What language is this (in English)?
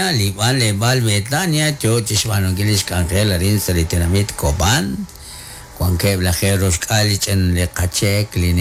Kekchí